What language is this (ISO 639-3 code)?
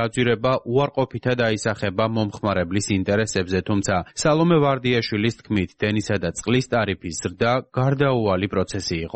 kat